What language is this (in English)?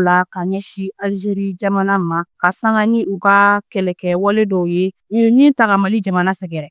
Bambara